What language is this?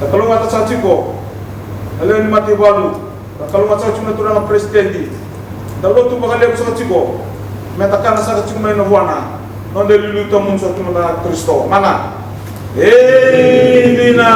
Fijian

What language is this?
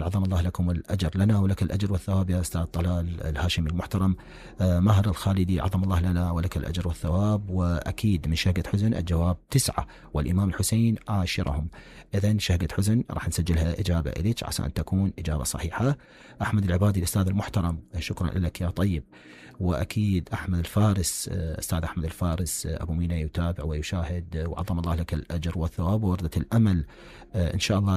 Mesopotamian Arabic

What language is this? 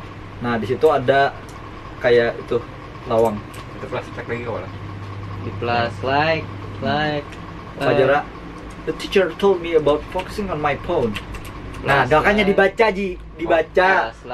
Banjar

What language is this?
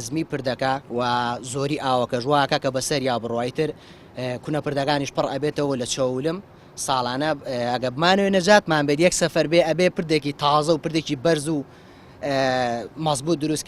Central Kurdish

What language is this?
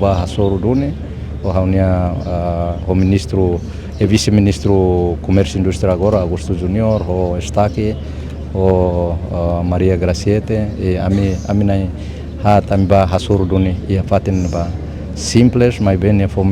Tetum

